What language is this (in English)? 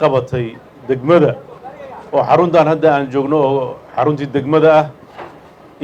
Somali